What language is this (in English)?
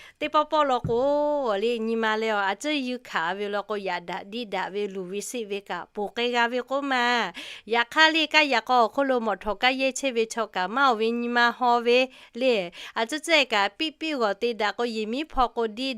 Lahu